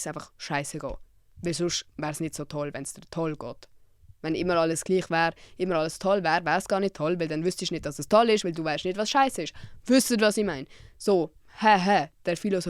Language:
Swiss German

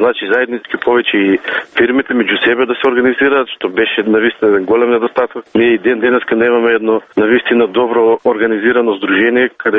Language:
Macedonian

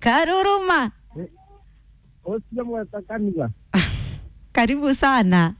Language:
Kikuyu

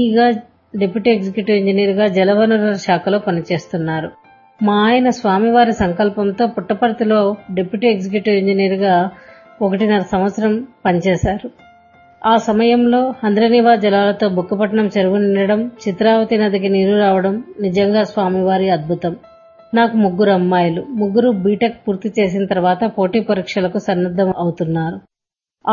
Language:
Telugu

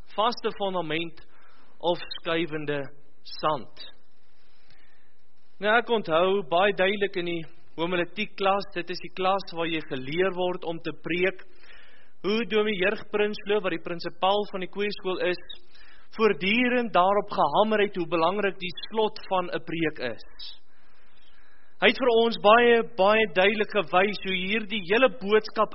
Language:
Afrikaans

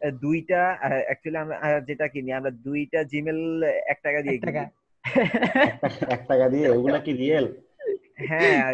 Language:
Bangla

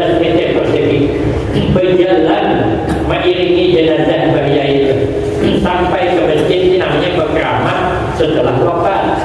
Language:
Banjar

